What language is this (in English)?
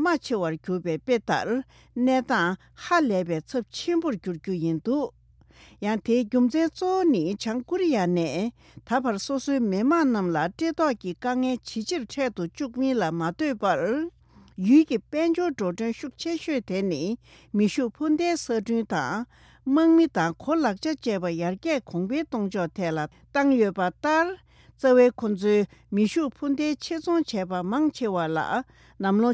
Tibetan